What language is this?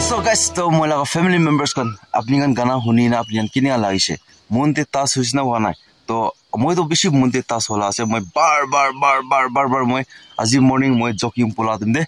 Naga Pidgin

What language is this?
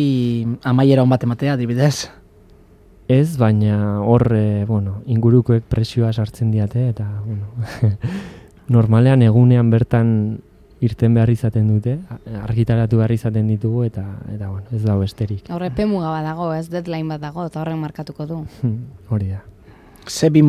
Basque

